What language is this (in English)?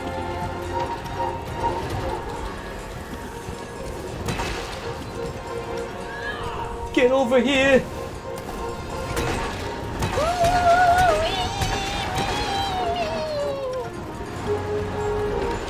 English